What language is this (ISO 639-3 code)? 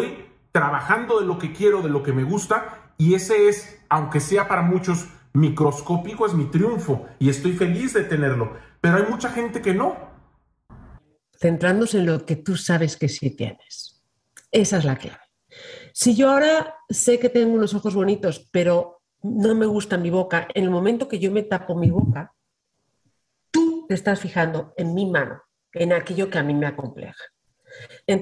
spa